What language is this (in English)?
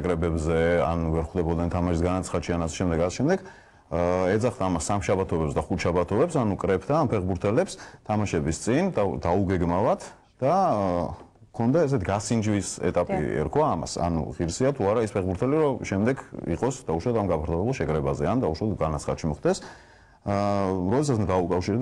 Georgian